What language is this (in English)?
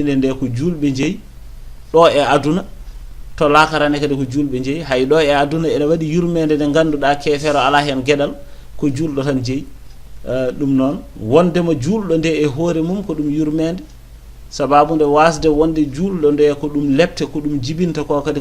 Fula